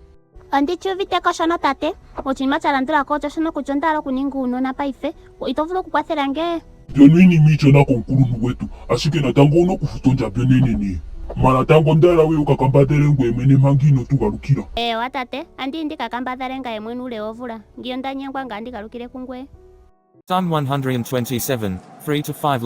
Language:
Ndonga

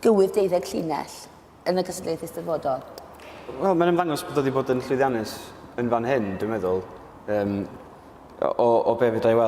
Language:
Welsh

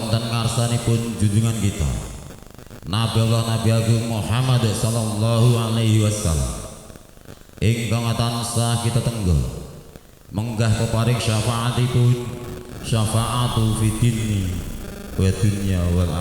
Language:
Javanese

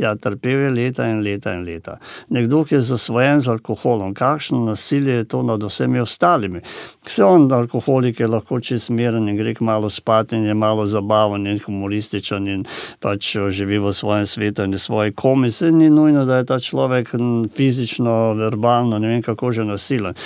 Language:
Slovenian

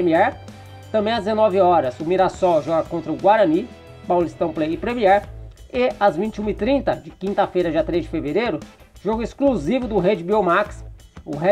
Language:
Portuguese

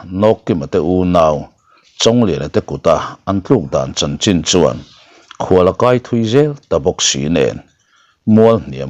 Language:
Mizo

